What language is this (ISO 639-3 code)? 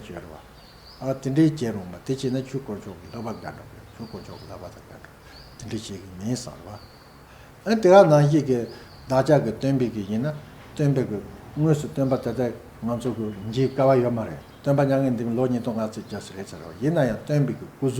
bod